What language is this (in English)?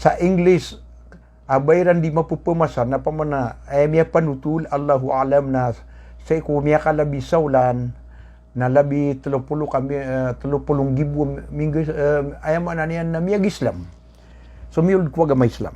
Maranao